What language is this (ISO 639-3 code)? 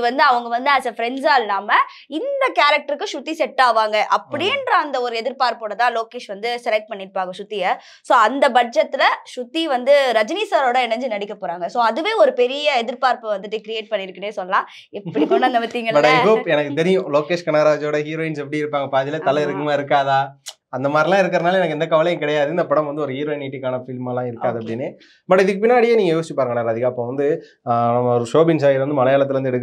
tam